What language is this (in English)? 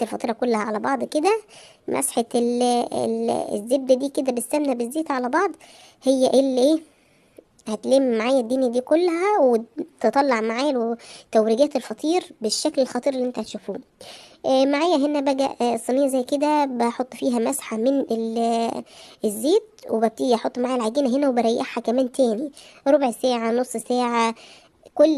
Egyptian Arabic